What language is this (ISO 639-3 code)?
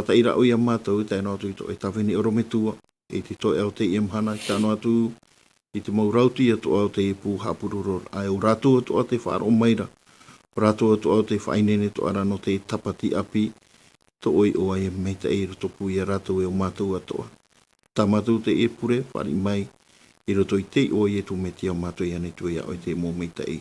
tah